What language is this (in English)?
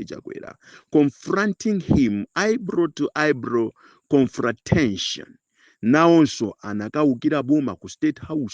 Nyanja